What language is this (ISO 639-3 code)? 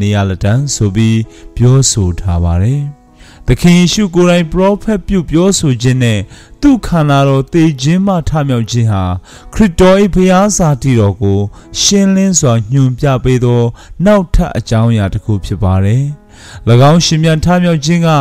mya